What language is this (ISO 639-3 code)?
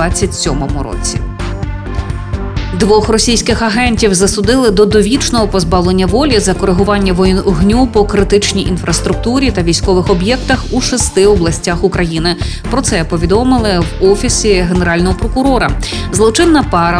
ukr